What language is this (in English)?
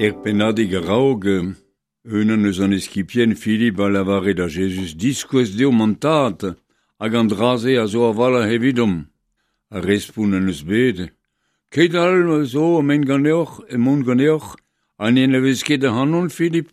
Breton